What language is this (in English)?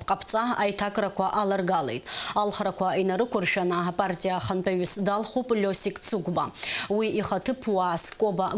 Abkhazian